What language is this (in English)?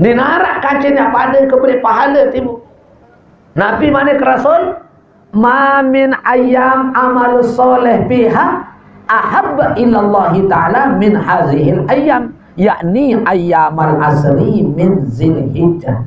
Sasak